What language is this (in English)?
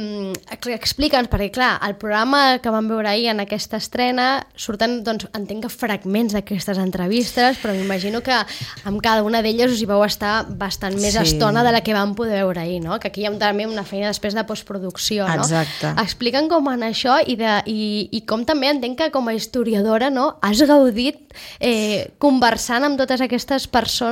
Catalan